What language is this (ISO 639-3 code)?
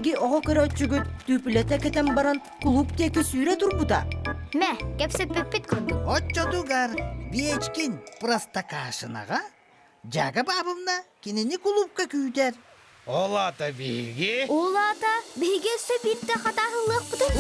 sah